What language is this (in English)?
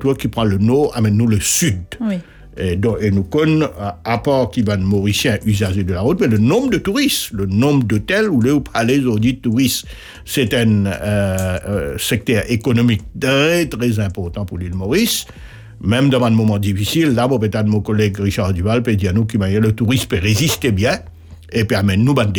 French